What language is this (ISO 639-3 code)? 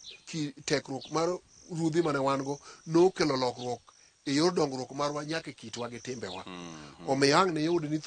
luo